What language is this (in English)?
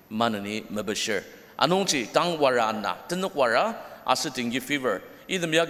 Ao Naga